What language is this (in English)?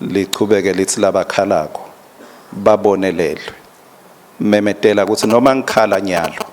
Swati